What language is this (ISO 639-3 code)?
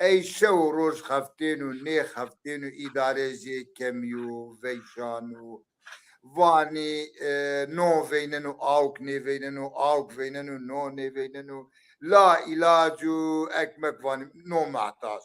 zza